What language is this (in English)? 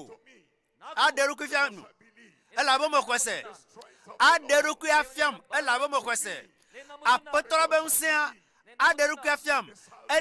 Ewe